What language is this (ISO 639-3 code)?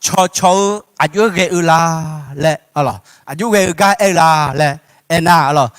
ahk